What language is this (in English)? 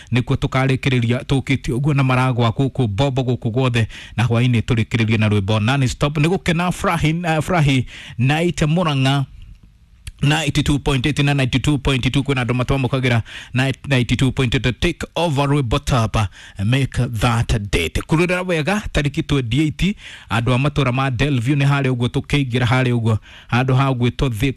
Kikuyu